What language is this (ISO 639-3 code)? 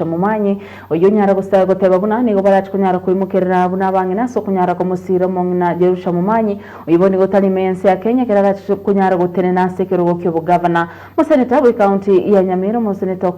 guz